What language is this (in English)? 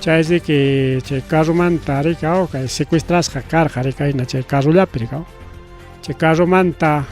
Ayacucho Quechua